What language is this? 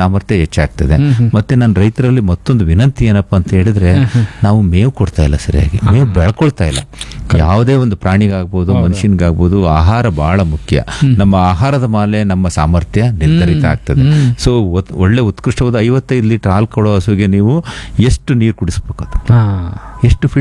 Kannada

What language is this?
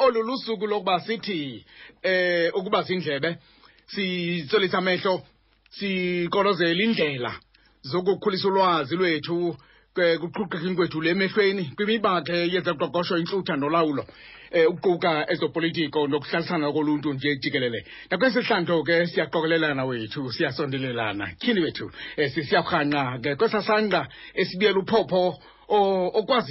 Xhosa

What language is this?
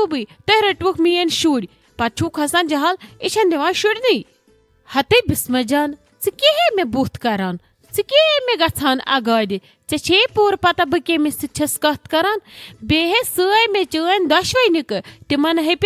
Kashmiri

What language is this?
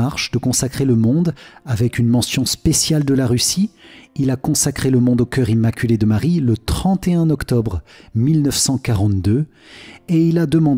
French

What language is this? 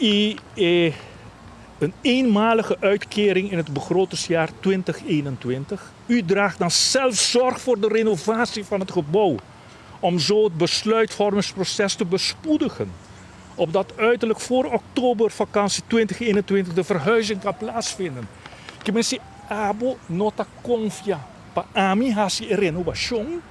Papiamento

